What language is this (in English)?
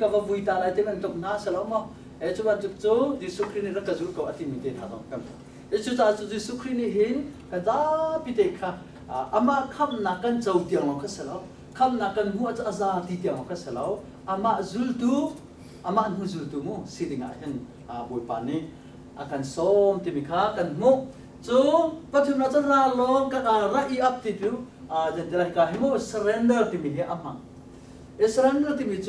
Hakha Chin